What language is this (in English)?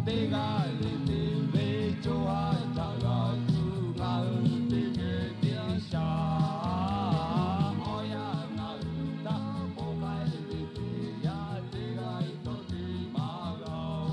Lahu